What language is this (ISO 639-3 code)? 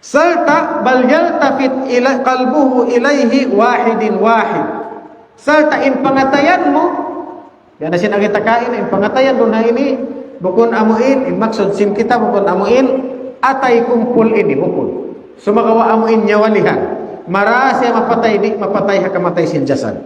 tsg